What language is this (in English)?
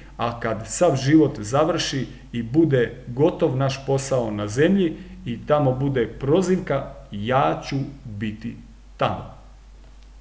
Croatian